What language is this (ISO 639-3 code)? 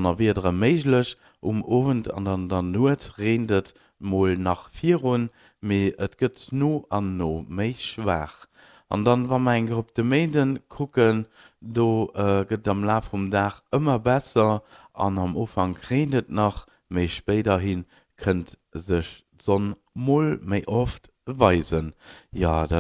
ltz